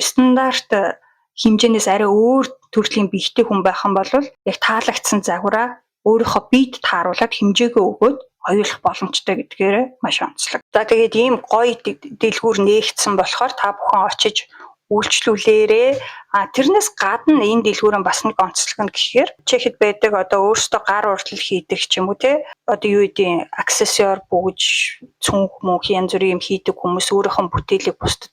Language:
Mongolian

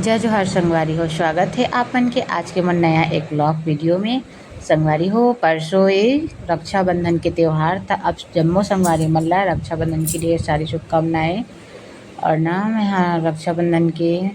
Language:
Chhattisgarhi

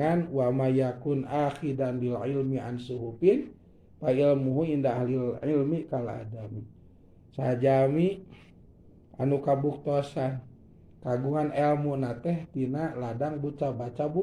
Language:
Sundanese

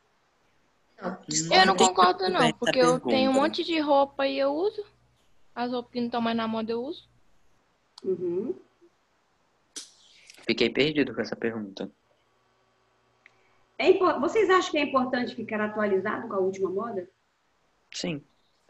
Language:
Portuguese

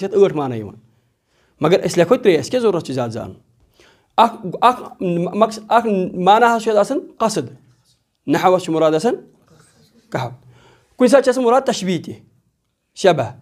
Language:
Kashmiri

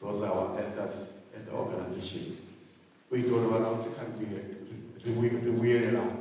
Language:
Venda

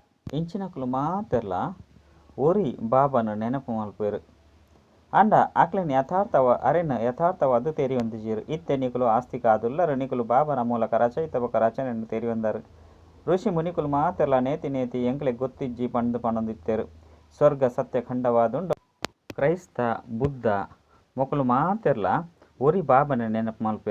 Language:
Tulu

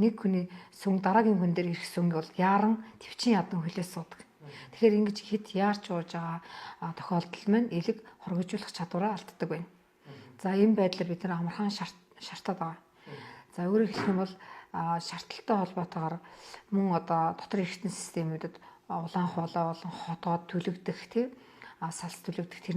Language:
Mongolian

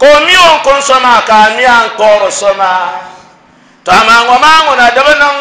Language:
Dagbani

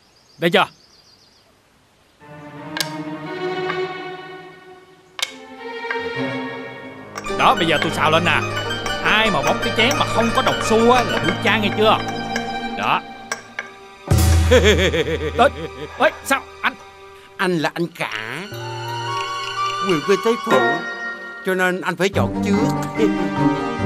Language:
Vietnamese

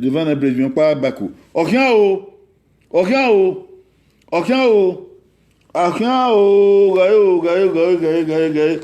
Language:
Bini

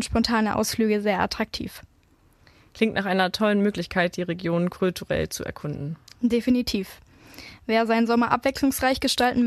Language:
German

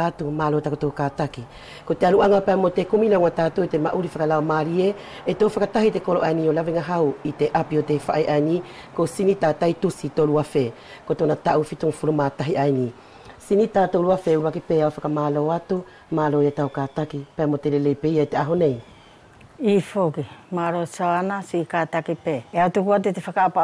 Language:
Wallisian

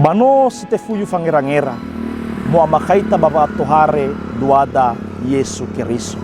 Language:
Nias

